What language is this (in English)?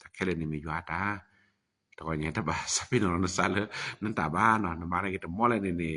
S'gaw Karen